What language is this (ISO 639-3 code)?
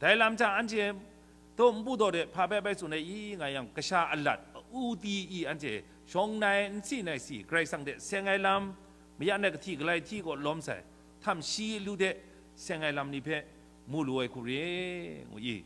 kac